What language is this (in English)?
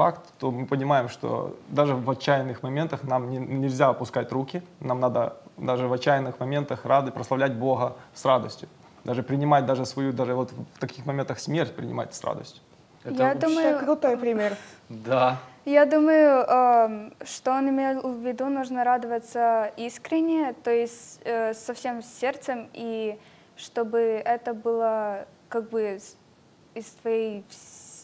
Russian